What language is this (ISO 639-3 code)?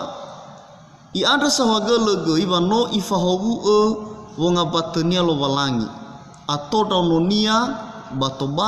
nia